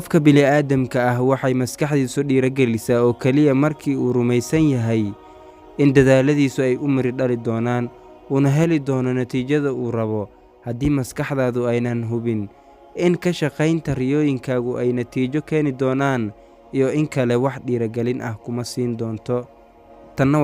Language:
Somali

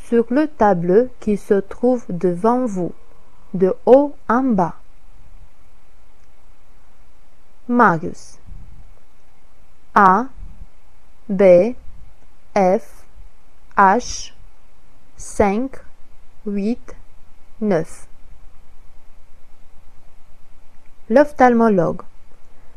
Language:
French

